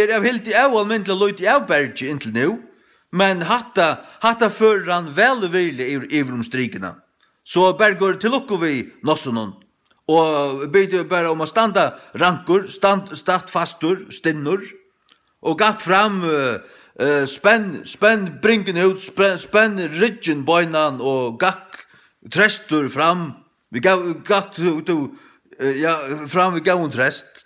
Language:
Faroese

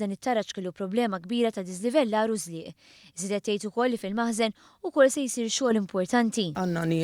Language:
Maltese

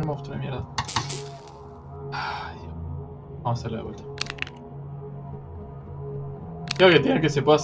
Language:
Spanish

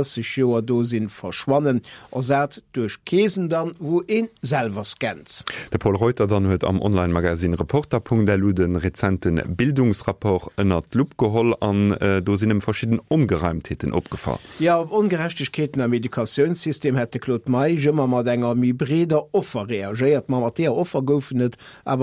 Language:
Luxembourgish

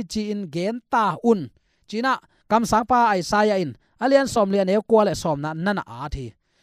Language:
Tedim Chin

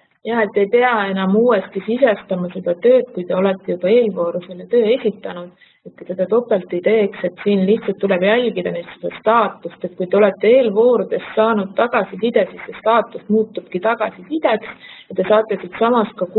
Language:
Estonian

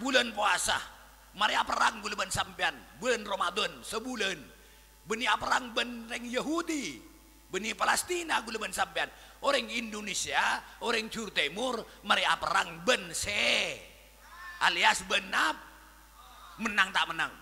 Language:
Madurese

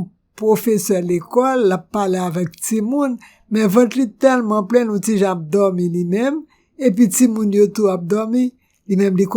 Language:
Haitian Creole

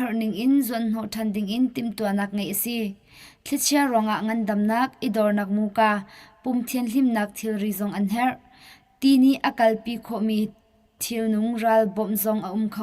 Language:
Hakha Chin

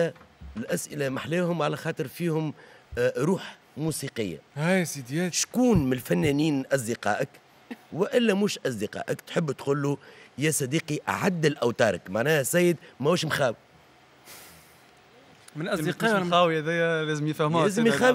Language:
Tunisian Arabic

